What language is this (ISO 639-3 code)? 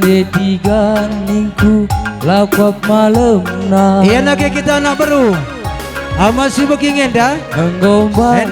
btx